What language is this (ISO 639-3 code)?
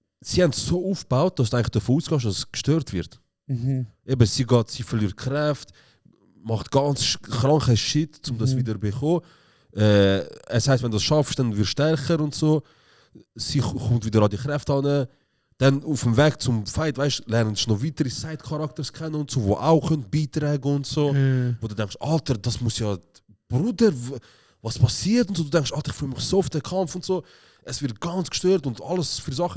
gsw